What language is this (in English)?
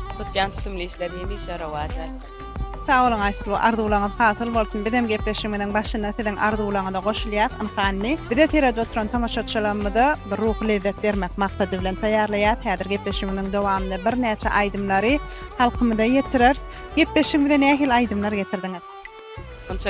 Turkmen